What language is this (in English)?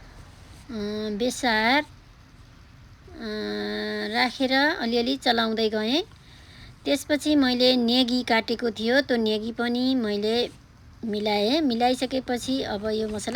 Nepali